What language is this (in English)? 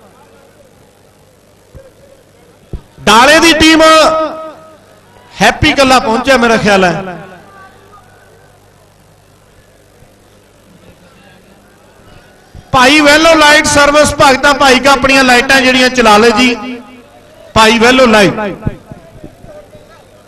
Punjabi